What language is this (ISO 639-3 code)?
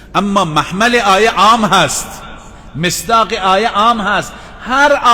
fas